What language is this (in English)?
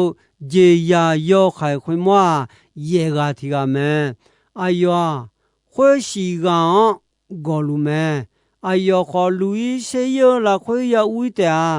Akha